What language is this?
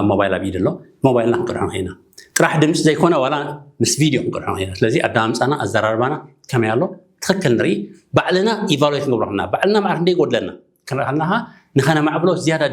Tigrinya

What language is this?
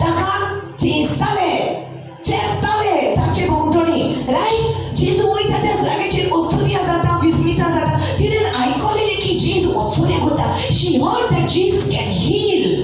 Konkani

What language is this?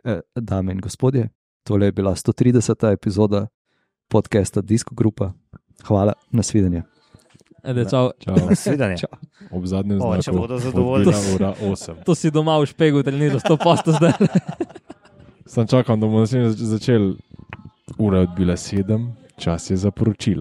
Slovenian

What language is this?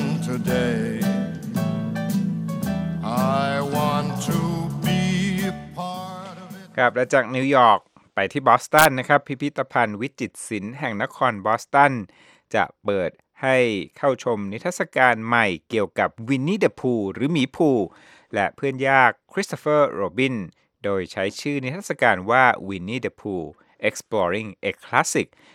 Thai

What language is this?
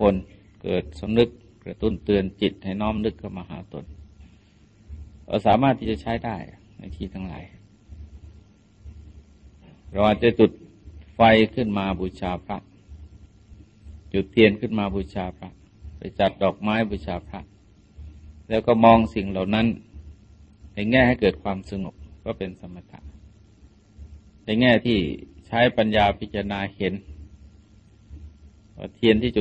Thai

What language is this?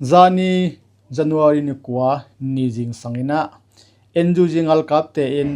Tedim Chin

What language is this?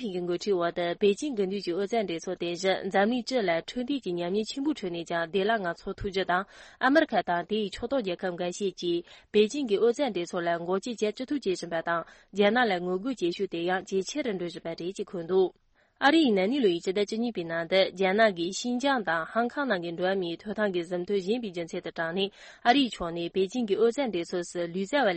Tibetan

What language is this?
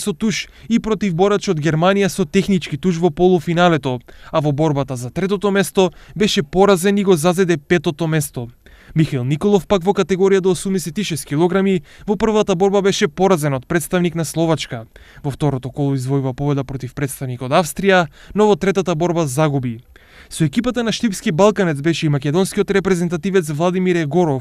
Macedonian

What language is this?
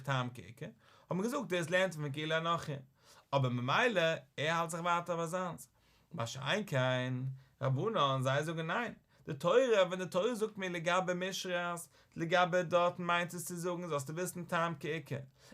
Yiddish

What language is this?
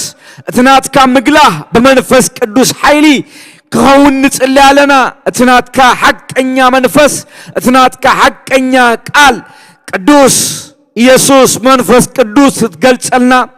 Tigrinya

